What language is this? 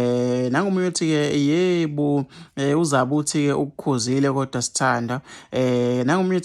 Zulu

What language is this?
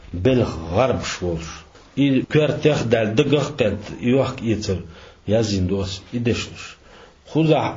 Chechen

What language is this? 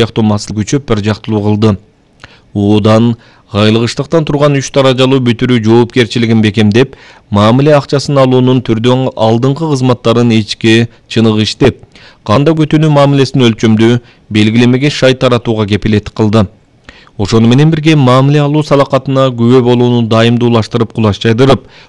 Kyrgyz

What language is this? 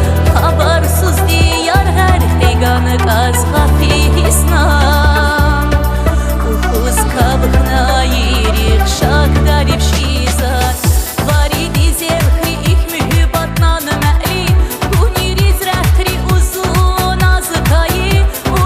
Tabassaran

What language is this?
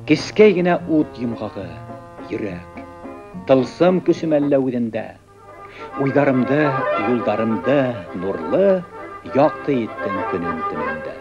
Bashkir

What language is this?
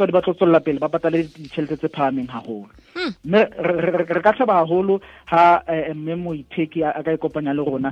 Southern Sotho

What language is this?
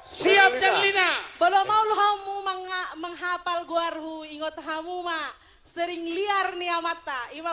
Batak Toba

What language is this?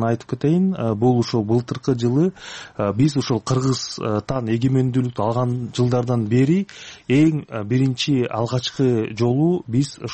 Kyrgyz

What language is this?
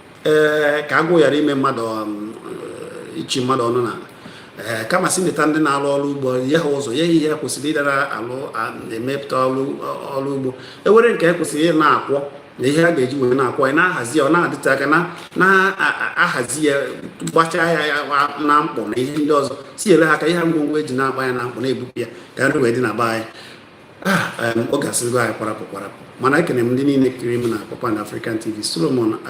Igbo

